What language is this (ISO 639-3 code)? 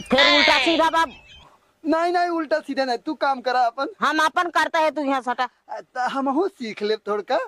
awa